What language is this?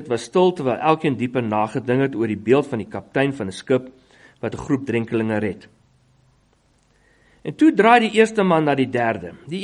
Afrikaans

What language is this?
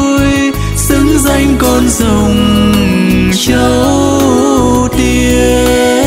Vietnamese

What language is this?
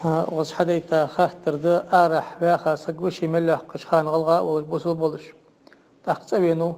Ingush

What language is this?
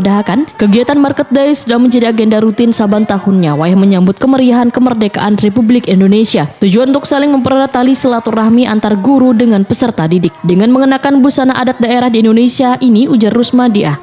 Banjar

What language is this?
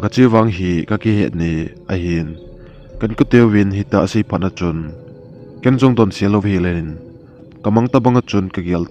Thado Chin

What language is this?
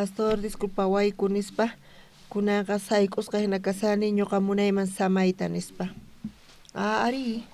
South Bolivian Quechua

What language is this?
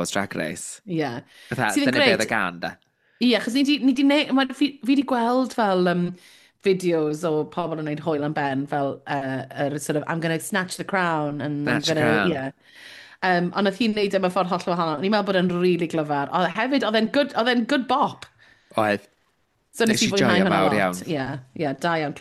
Welsh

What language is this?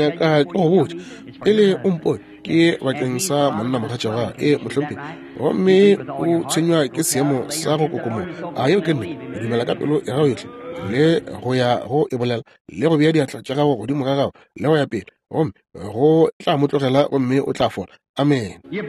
Northern Sotho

